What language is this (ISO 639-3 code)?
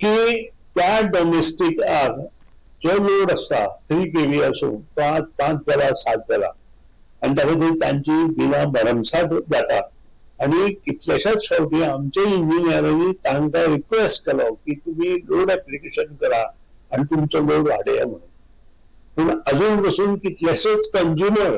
kok